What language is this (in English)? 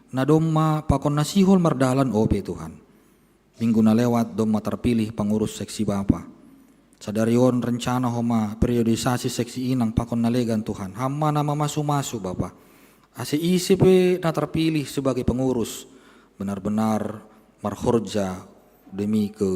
Batak Simalungun